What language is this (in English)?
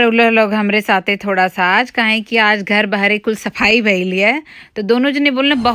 Bhojpuri